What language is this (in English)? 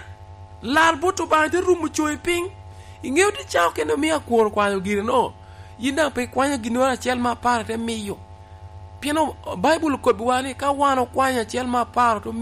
Lango (Uganda)